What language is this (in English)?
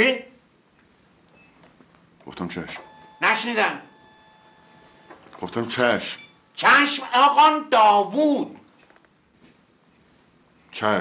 Persian